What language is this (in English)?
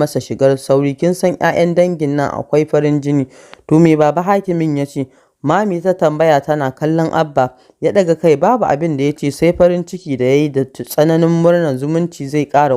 Hausa